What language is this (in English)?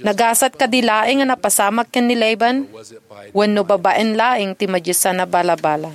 Iloko